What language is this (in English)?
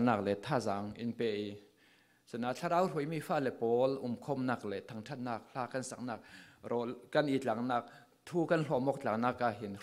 Falam Chin